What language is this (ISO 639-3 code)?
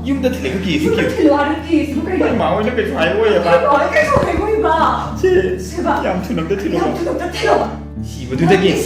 mni